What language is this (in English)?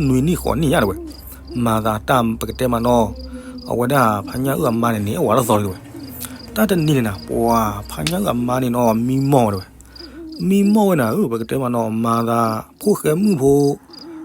S'gaw Karen